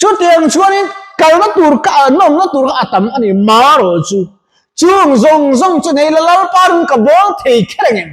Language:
Mizo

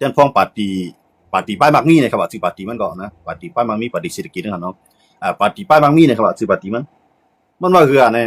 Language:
Shan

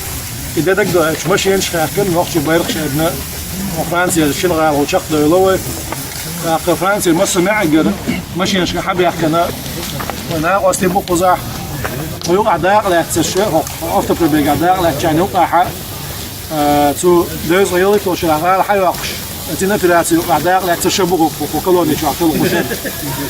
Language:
Chechen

